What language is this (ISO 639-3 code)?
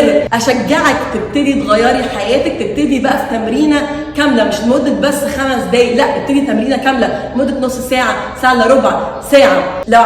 arz